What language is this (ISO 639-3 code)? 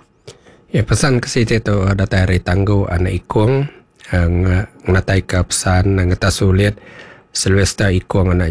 iba